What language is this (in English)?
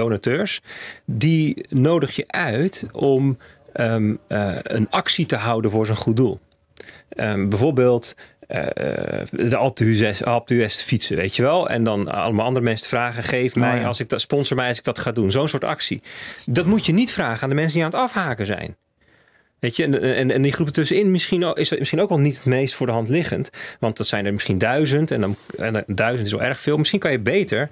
Dutch